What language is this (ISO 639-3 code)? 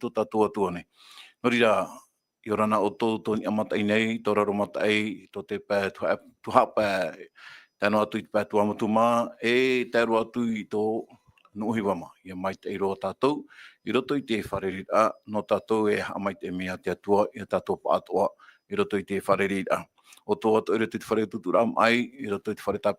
tah